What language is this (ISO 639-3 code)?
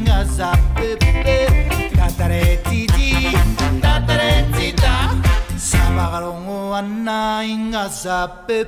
mri